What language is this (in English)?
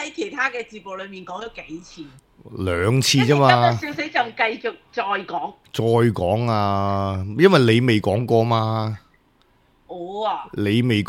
Cantonese